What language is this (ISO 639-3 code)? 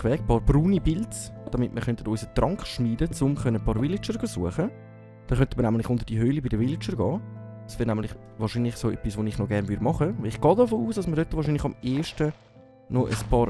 gsw